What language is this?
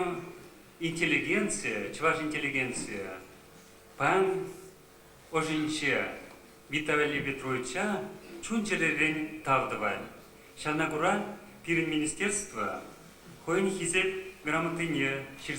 Chuvash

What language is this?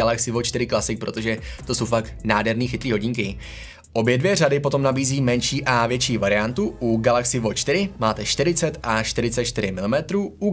Czech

